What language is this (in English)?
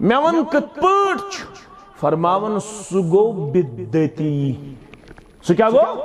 Kashmiri